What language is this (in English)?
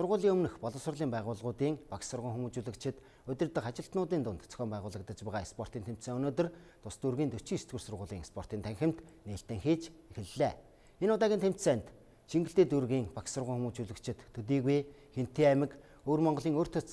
Mongolian